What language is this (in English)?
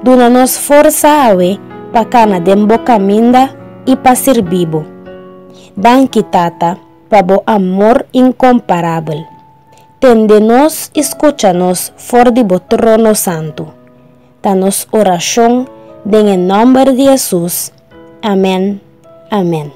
Papiamento